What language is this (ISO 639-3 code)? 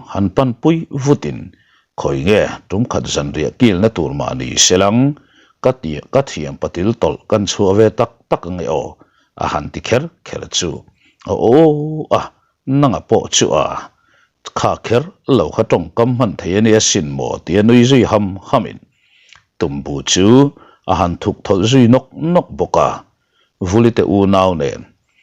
lus